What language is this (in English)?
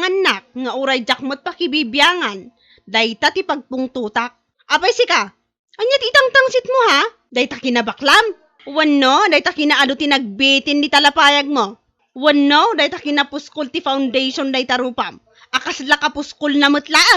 Iloko